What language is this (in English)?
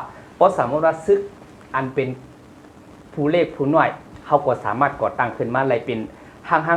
Shan